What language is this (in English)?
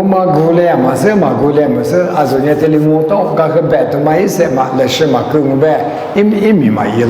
Lisu